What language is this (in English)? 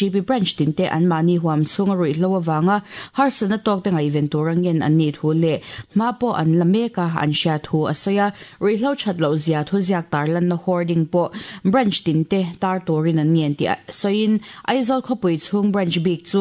Mizo